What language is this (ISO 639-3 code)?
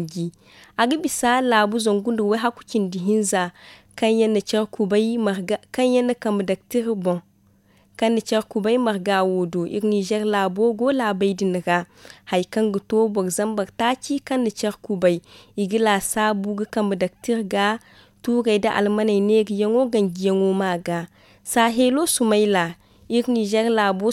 dje